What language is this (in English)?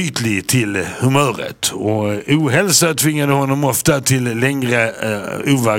Swedish